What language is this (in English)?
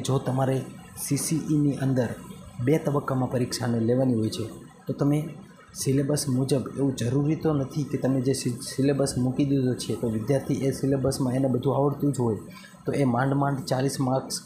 Gujarati